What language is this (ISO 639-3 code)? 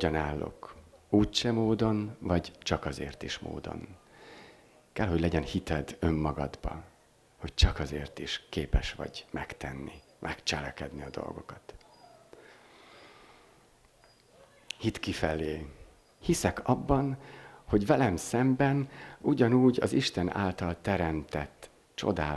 hun